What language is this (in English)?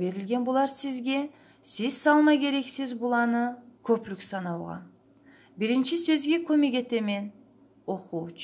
Kumyk